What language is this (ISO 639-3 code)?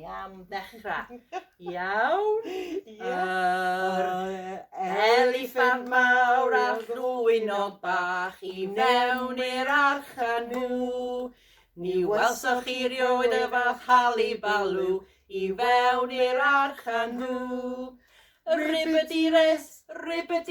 cym